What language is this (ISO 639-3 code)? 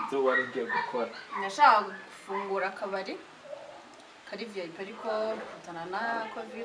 kin